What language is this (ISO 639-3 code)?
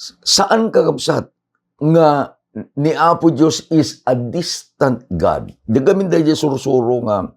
ilo